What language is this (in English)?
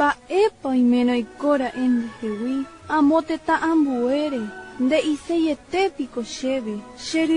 Guarani